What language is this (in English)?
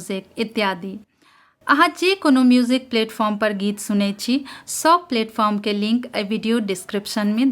Maithili